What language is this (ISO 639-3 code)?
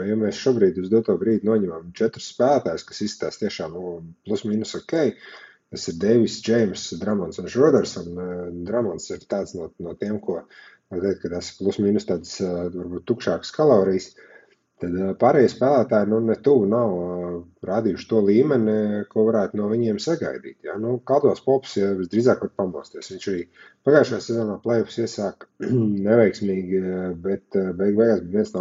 lav